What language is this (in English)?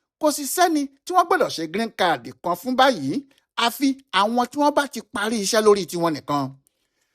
Yoruba